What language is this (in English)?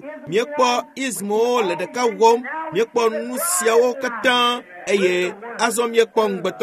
Ewe